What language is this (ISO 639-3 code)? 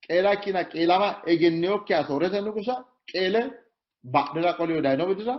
sid